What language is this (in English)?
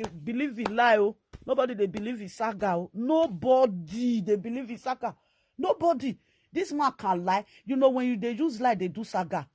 Nigerian Pidgin